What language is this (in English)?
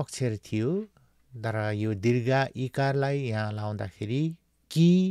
Nepali